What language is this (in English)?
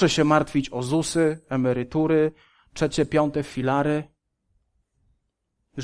Polish